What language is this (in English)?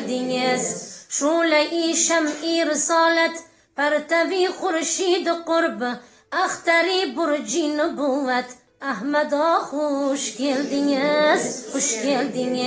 Uzbek